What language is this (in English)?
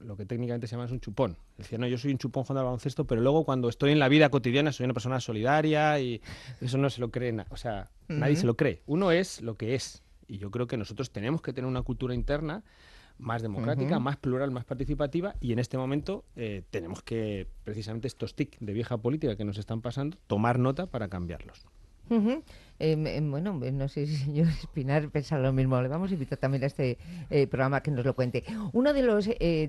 Spanish